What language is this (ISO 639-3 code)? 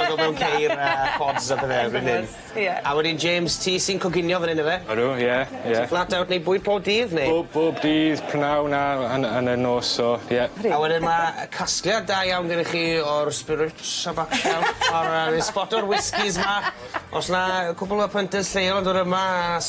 cym